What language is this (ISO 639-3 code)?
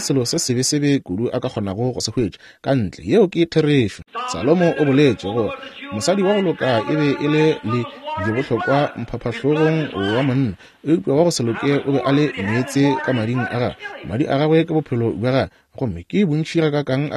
nso